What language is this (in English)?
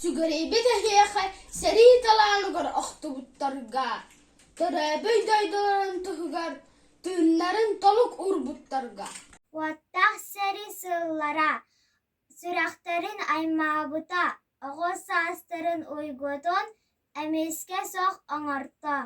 Yakut